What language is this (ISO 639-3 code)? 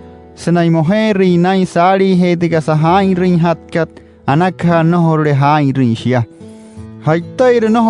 guc